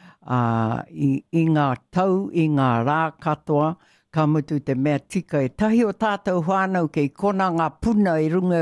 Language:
Māori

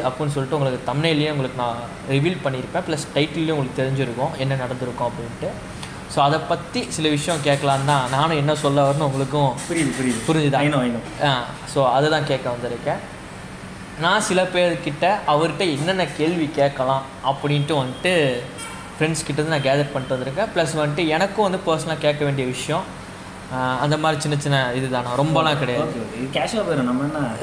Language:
Tamil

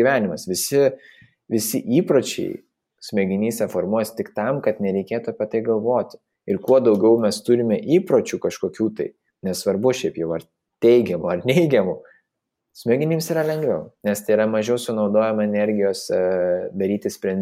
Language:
Lithuanian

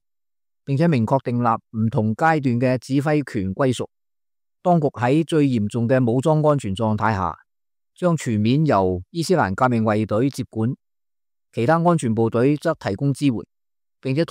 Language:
Cantonese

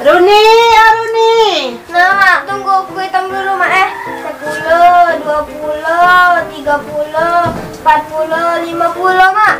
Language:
Musi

